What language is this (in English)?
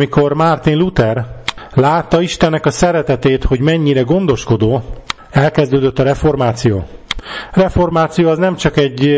Hungarian